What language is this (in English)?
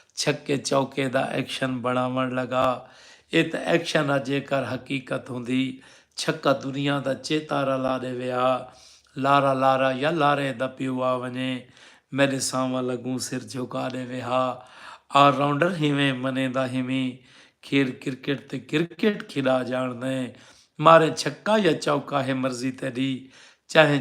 Saraiki